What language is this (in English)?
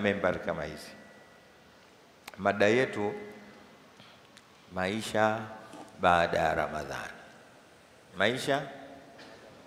Swahili